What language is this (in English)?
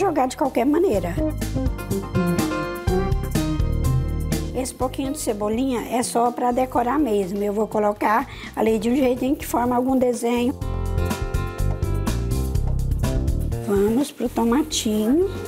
Portuguese